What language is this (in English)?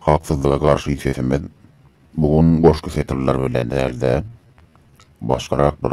Turkmen